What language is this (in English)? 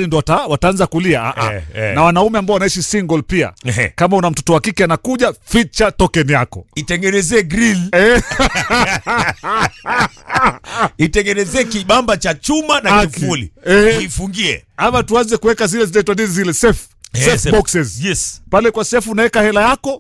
Swahili